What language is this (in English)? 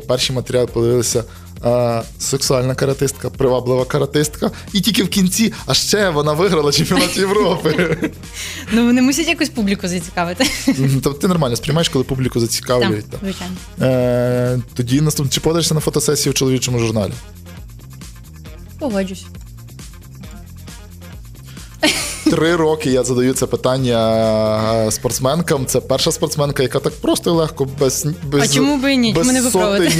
Ukrainian